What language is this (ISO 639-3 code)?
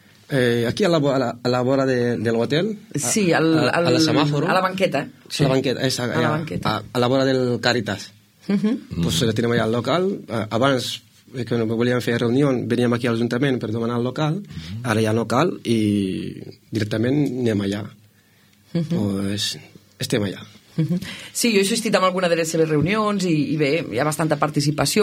cat